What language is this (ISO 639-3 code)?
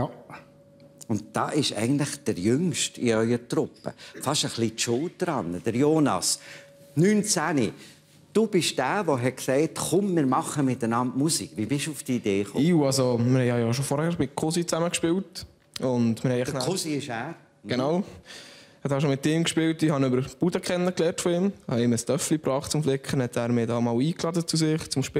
gsw